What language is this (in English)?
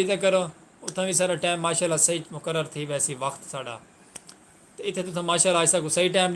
Saraiki